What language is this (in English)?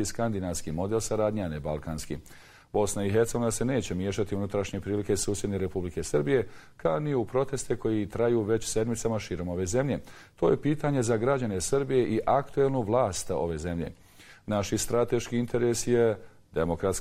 Bosnian